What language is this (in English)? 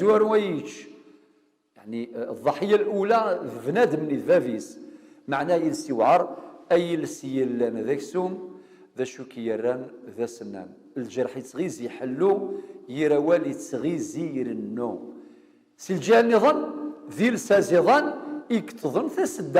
Kabyle